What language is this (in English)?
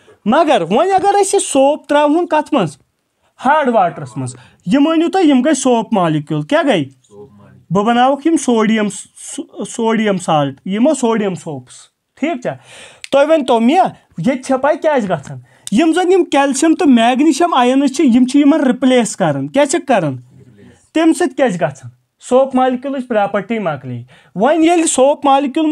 Kashmiri